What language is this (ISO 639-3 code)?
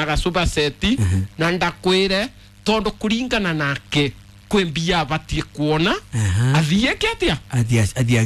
kik